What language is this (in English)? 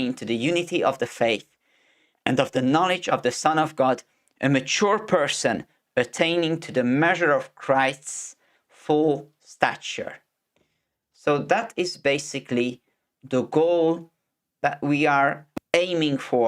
English